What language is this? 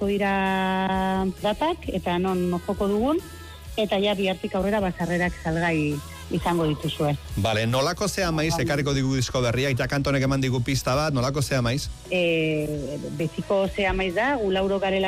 Basque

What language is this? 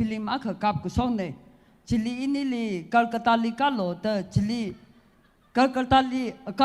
Tangkhul Naga (India)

